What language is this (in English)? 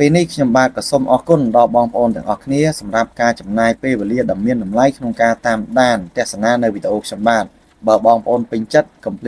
Khmer